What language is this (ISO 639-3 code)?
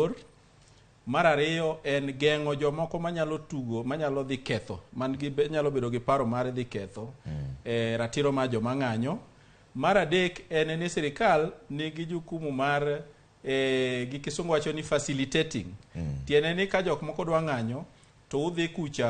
luo